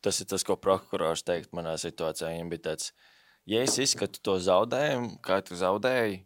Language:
Latvian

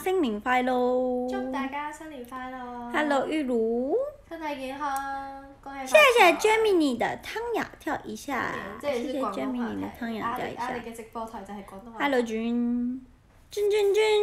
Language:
Chinese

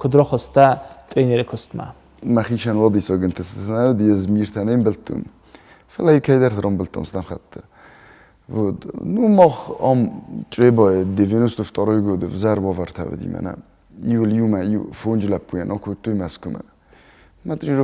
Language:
Ossetic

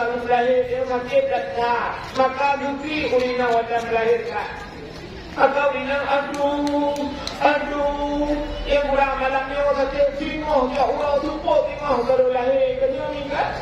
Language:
Achinese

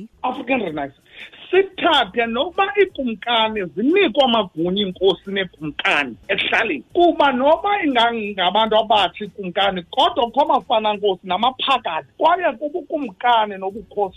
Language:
Xhosa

